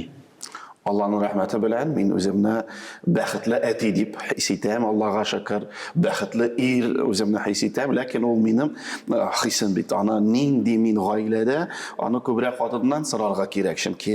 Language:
Tatar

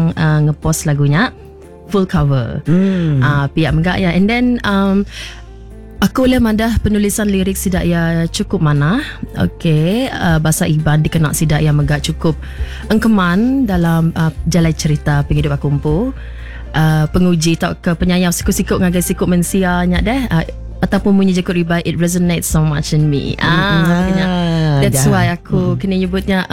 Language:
Iban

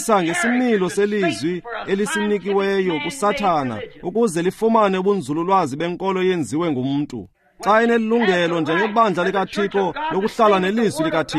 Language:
Xhosa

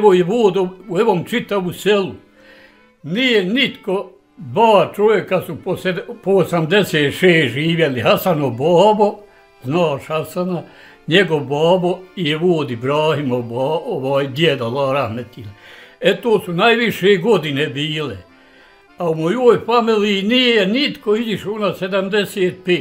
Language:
Bosnian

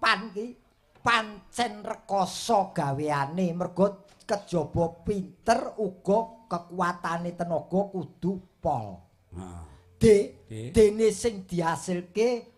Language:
Javanese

